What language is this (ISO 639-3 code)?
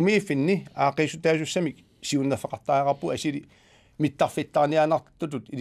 kal